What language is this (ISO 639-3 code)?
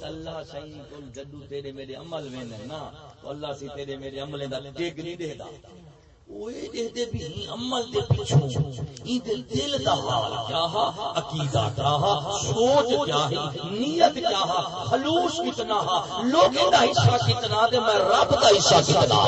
skr